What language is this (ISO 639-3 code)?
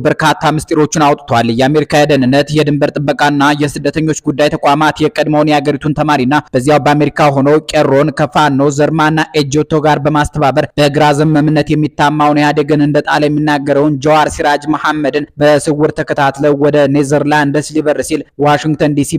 amh